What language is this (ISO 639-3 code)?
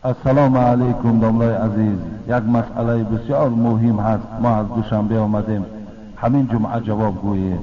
tgk